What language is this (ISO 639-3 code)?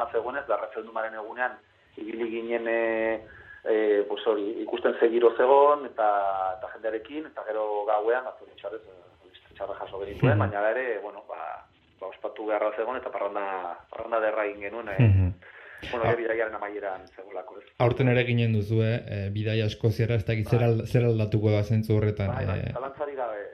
eus